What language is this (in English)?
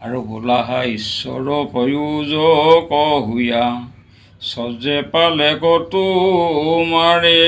Assamese